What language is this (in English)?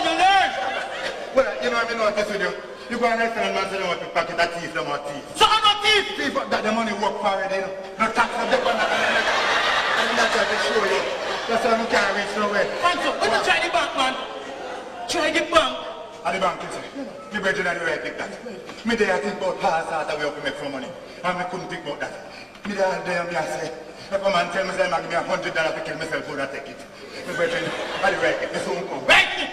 Jamaican Creole English